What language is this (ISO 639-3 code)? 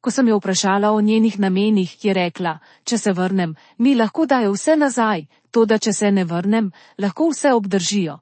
slv